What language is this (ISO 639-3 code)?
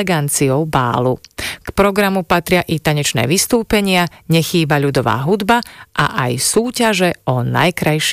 slk